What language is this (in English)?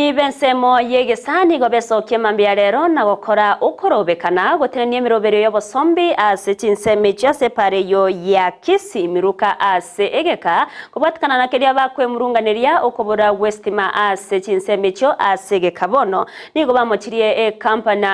Gusii